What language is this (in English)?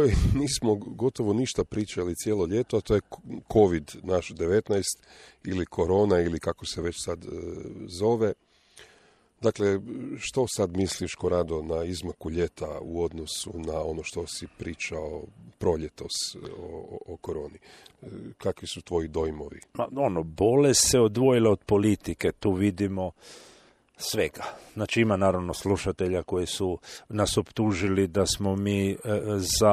Croatian